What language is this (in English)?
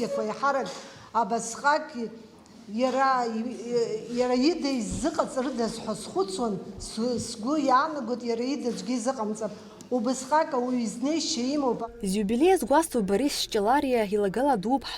Abkhazian